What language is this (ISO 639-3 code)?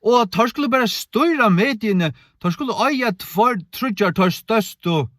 fao